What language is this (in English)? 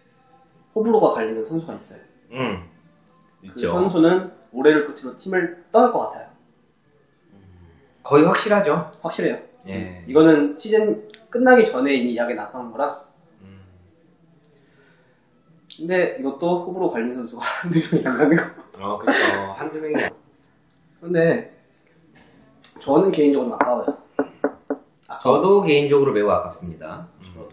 Korean